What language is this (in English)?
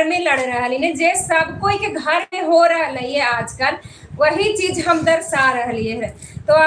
Magahi